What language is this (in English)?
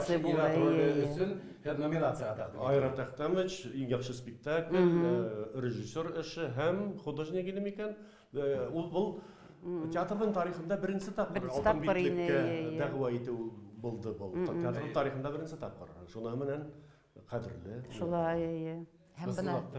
Bashkir